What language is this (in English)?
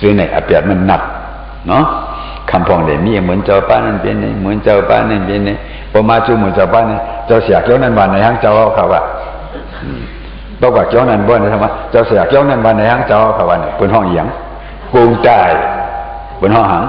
Shan